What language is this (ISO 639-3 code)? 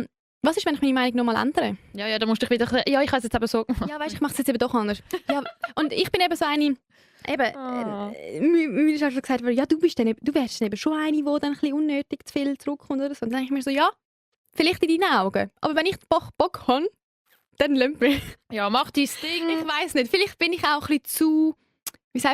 gsw